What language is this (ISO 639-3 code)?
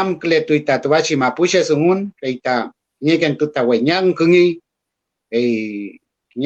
arn